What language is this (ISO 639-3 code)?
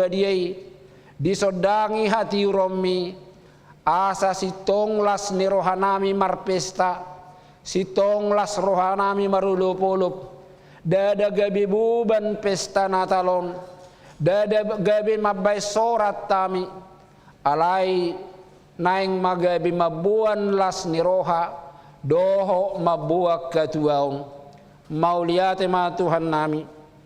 bbc